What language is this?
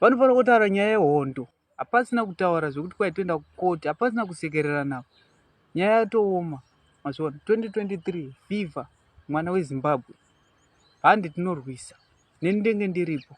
Shona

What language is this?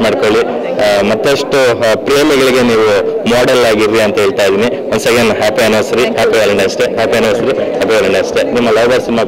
Kannada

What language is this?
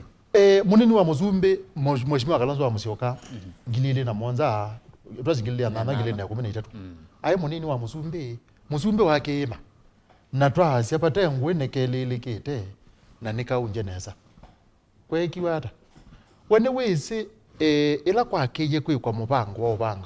Kamba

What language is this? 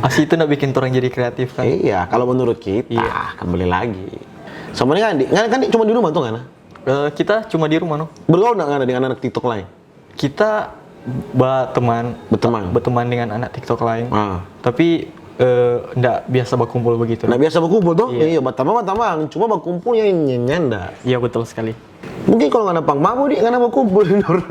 Manado Malay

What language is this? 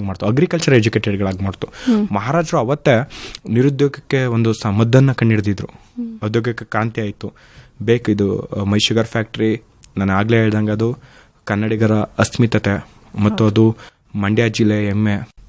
Kannada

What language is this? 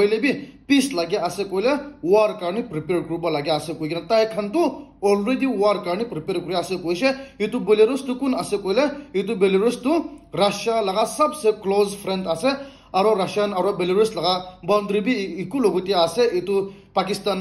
Naga Pidgin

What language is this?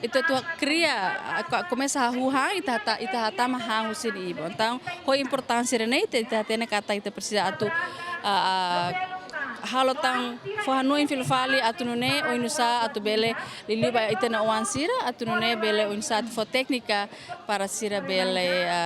Tetum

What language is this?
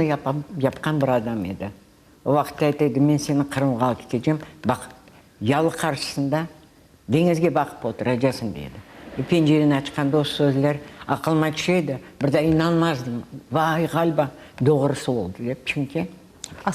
Crimean Tatar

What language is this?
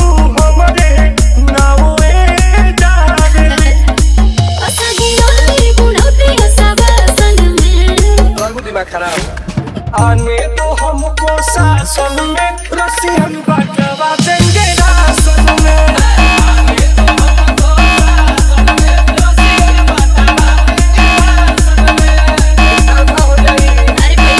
Bhojpuri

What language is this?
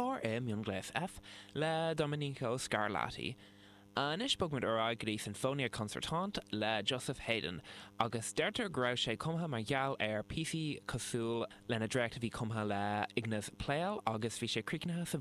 Irish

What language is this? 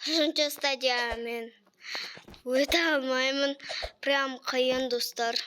Kazakh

